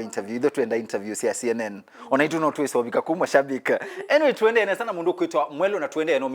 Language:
Kamba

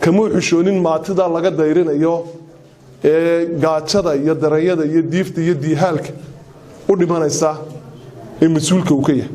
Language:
Somali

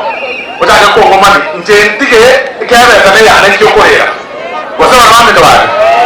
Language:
Gusii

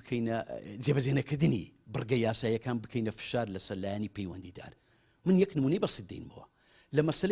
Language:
Central Kurdish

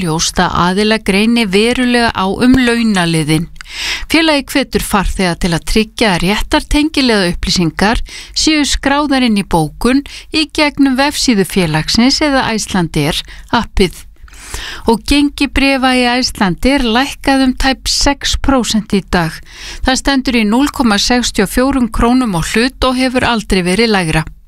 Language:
Icelandic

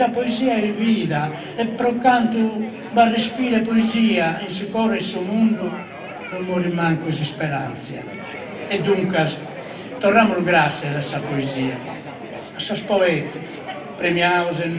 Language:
Sardinian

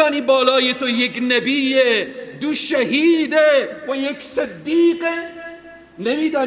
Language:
Persian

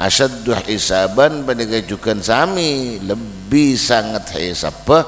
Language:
Madurese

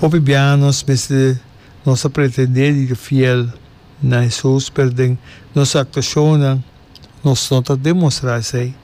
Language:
Papiamento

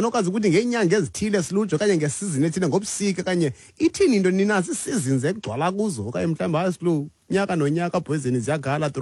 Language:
Xhosa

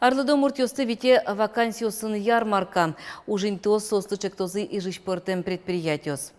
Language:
Udmurt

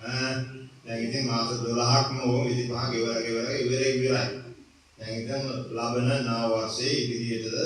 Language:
Sinhala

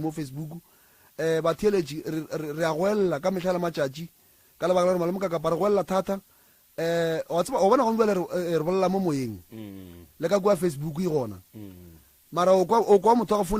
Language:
Northern Sotho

